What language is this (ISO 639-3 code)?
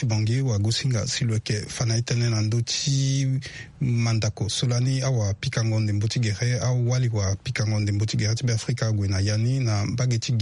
sag